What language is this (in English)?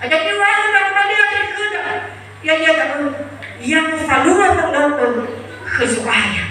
Nias